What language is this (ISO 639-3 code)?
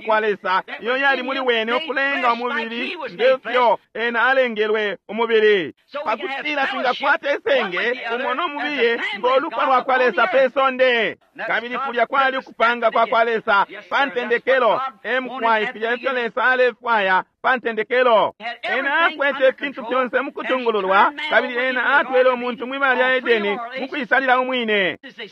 bem